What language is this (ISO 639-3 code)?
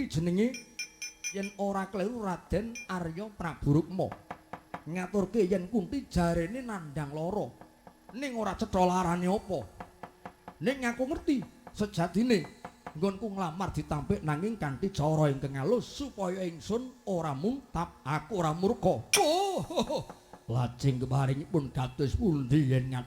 jav